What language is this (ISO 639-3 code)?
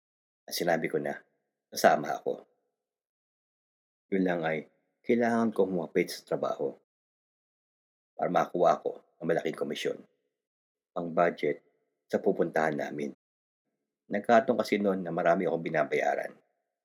fil